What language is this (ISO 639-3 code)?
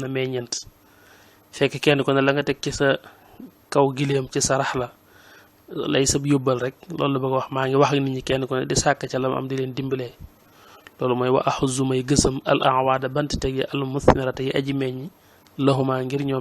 wol